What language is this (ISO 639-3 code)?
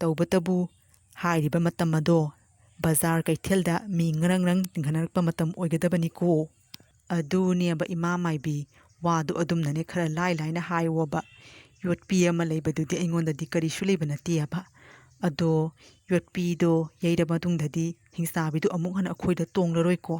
mni